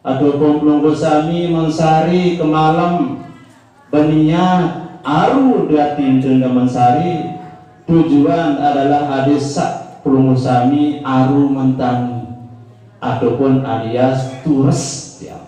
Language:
Sasak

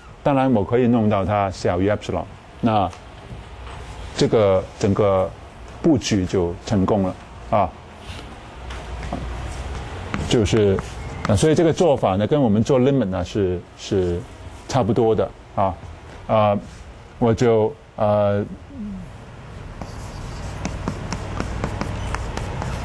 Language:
Chinese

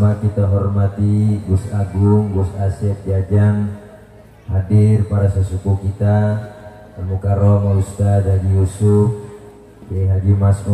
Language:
Betawi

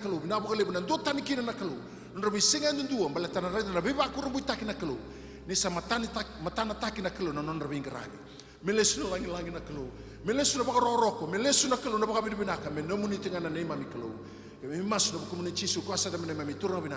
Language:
Fijian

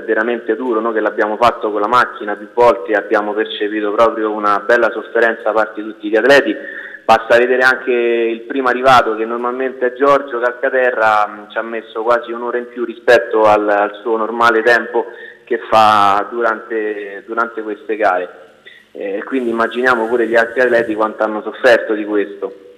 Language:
Italian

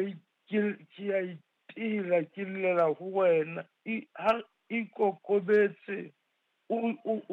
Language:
Southern Sotho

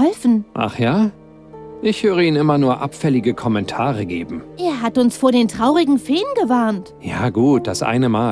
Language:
Bavarian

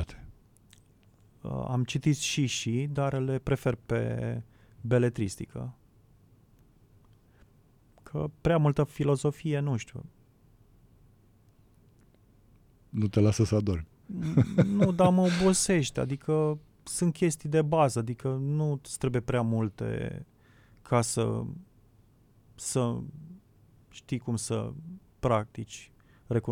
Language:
Romanian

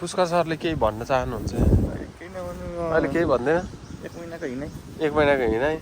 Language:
Nepali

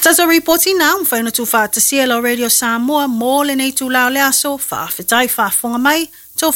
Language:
Samoan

